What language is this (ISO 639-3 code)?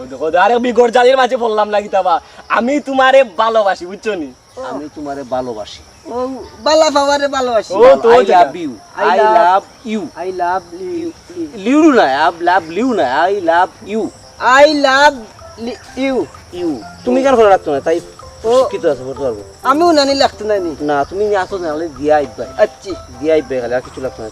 syl